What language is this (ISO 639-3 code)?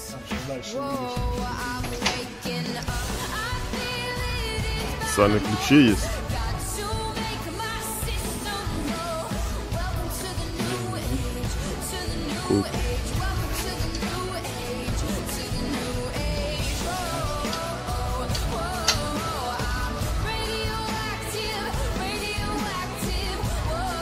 rus